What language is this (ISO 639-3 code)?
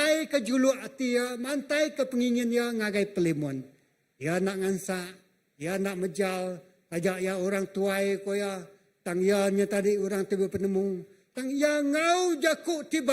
iba